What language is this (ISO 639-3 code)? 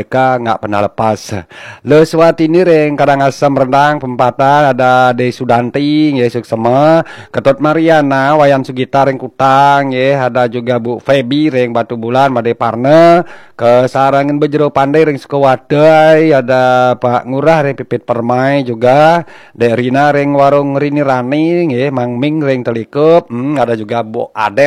ban